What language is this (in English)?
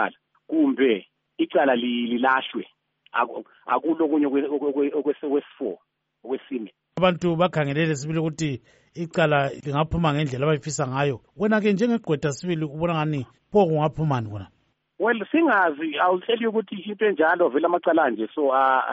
North Ndebele